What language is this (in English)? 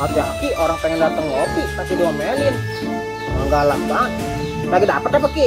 Betawi